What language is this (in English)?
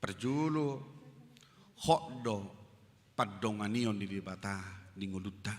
Batak Toba